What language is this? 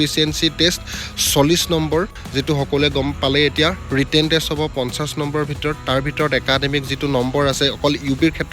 Assamese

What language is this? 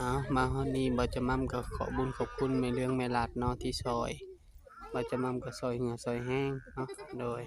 Northeastern Thai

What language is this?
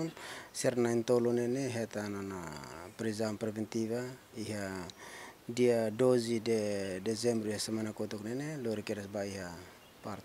Tetum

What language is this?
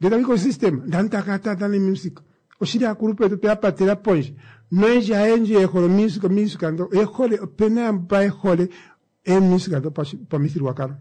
Kuanyama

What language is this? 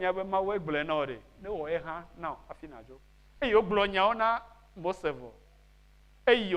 Ewe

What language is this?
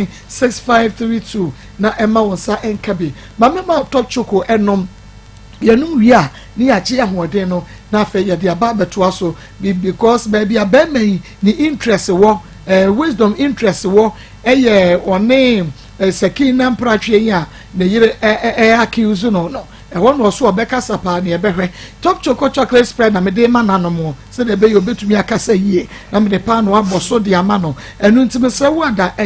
Akan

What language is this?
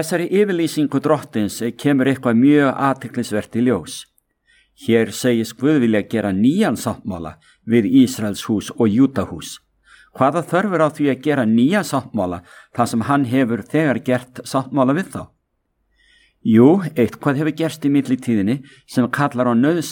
Icelandic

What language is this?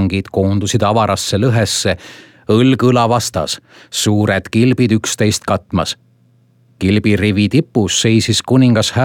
Estonian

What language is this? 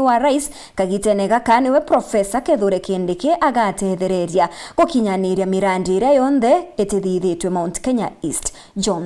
Meru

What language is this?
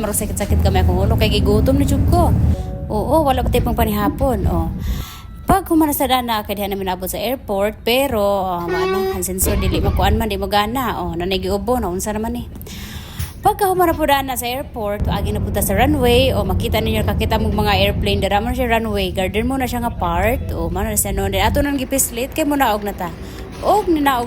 Cebuano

